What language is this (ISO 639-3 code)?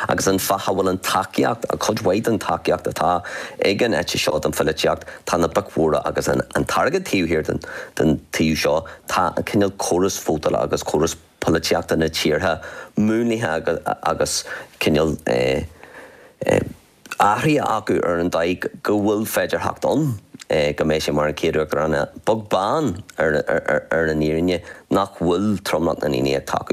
gle